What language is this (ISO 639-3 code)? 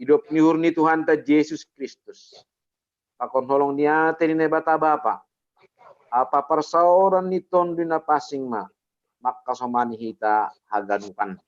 bts